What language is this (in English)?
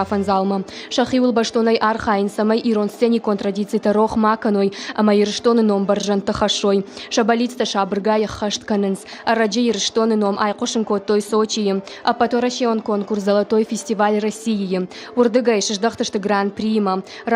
Ossetic